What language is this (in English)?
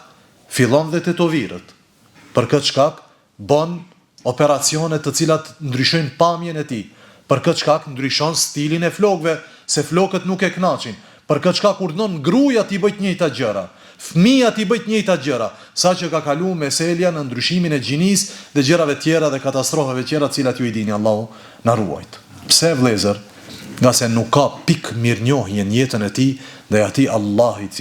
Albanian